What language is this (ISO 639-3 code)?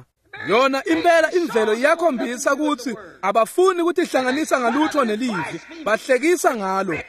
ssw